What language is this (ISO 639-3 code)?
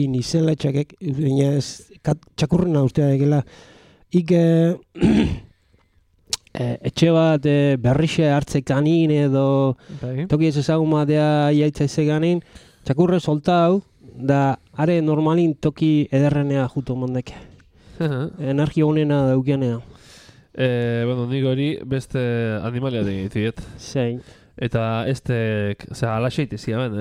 eus